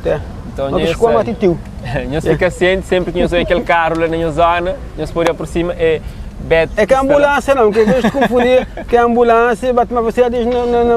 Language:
Kabuverdianu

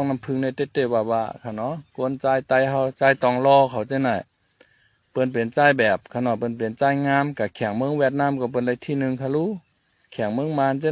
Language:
Shan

